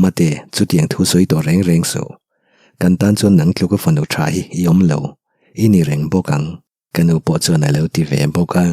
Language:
Mizo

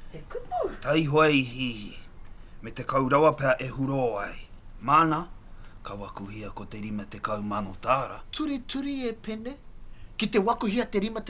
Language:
Māori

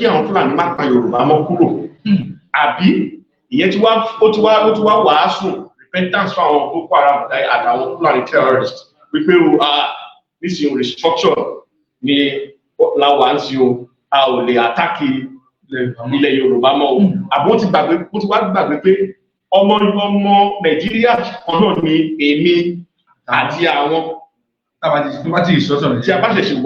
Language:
Yoruba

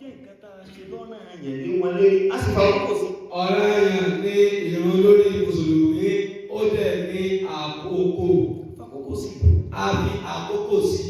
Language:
Yoruba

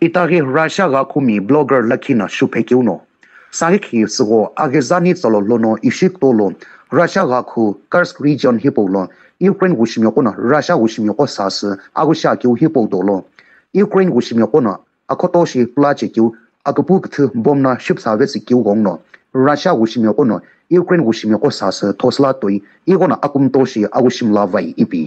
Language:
Sumi Naga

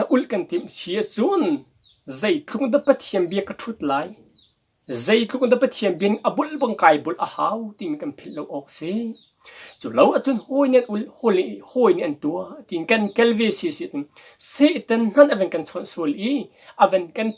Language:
Hakha Chin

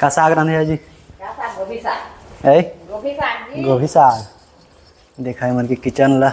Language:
Chhattisgarhi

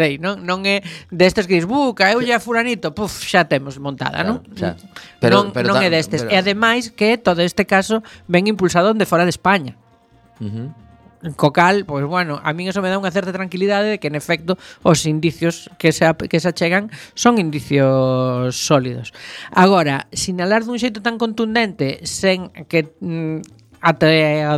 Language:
Galician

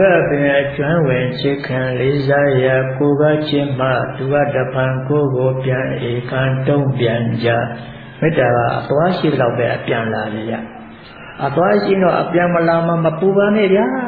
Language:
Burmese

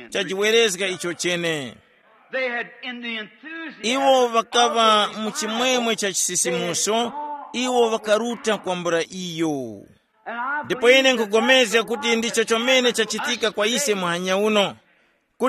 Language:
Tumbuka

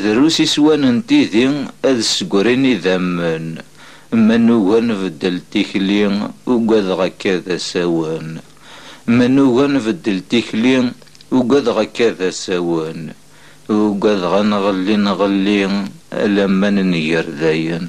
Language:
Kabyle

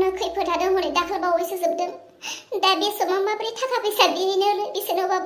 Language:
Bodo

